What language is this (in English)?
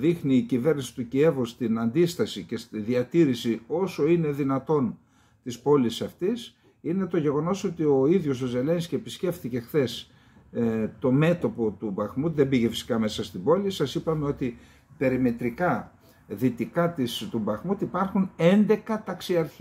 Greek